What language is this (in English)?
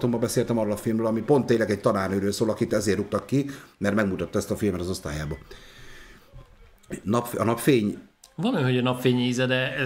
Hungarian